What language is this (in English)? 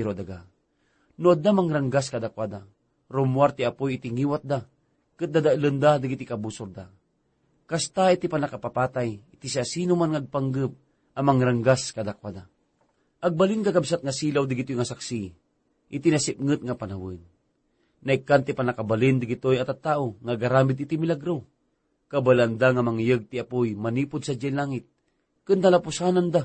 Iloko